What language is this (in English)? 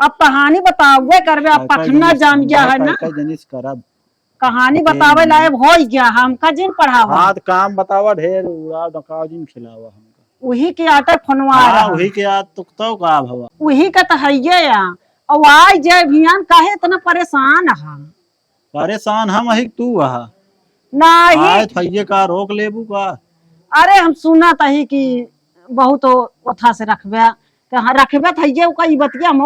Awadhi